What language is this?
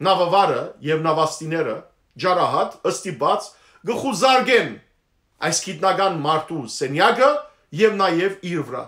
Western Armenian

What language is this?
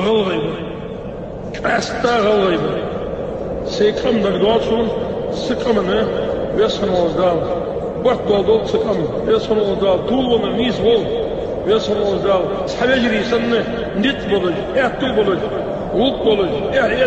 Ingush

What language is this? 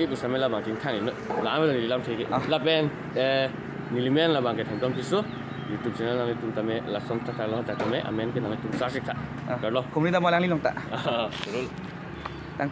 Karbi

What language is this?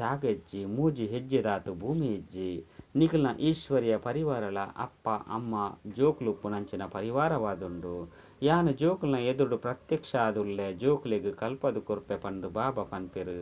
Tulu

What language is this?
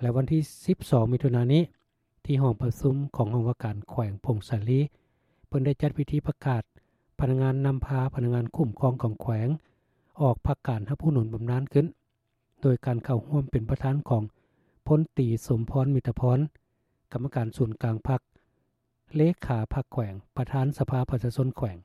Lao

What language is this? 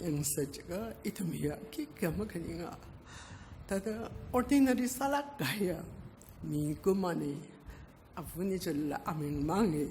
Tangkhul Naga (India)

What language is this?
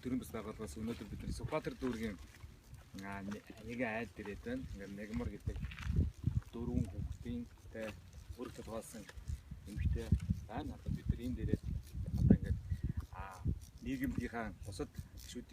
Mongolian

